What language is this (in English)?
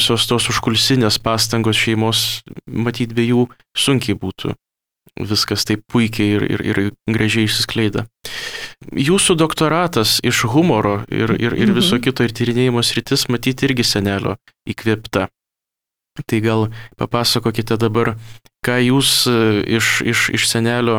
Lithuanian